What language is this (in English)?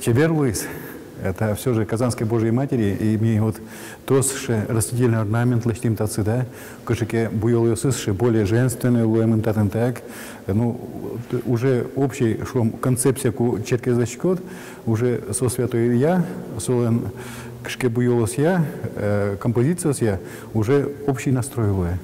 Udmurt